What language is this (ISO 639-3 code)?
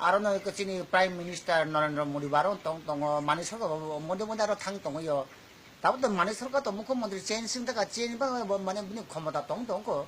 trp